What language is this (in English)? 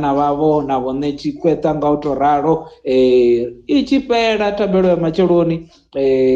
Venda